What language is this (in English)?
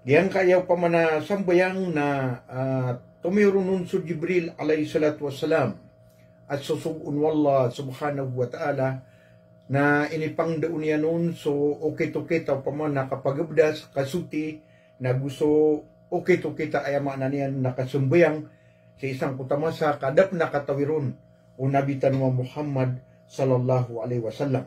Maranao